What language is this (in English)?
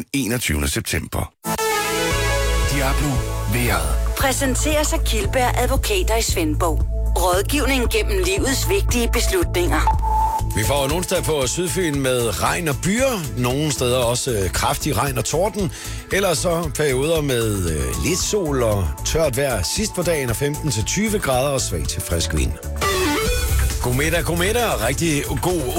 Danish